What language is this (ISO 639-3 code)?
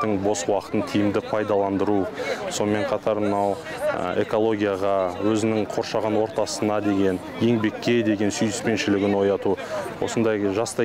kaz